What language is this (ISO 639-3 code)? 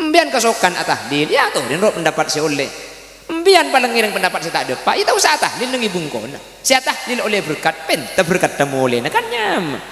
mad